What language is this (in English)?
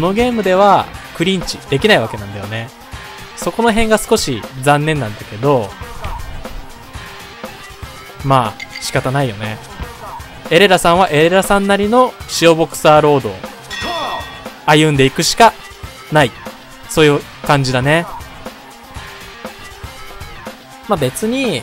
Japanese